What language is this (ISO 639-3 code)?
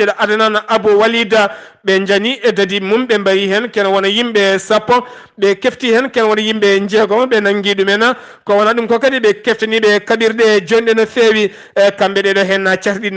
ful